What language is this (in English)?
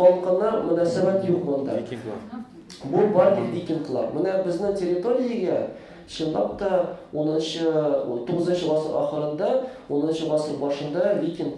Tatar